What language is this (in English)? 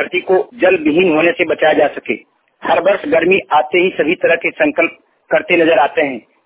Hindi